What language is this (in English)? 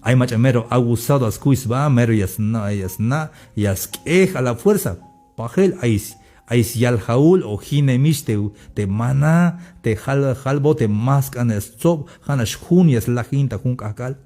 Tzeltal